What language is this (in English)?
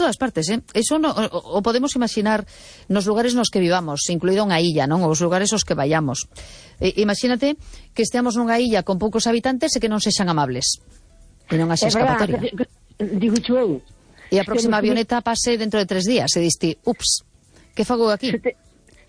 Galician